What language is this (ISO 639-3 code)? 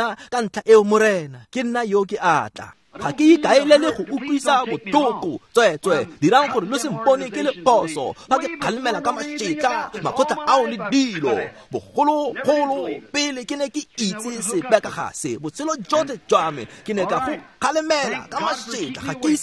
tsn